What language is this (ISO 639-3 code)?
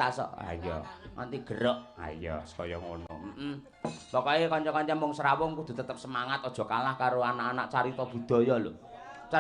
jav